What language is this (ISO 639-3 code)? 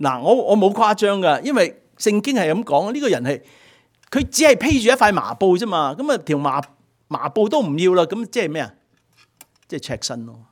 yue